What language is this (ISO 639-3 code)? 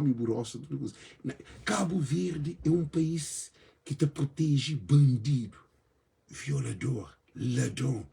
kea